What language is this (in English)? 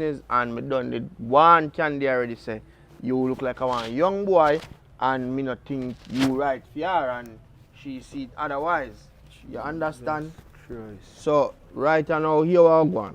Jamaican Creole English